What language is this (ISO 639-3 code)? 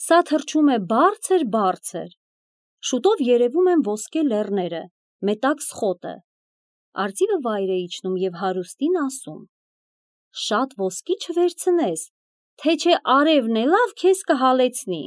hye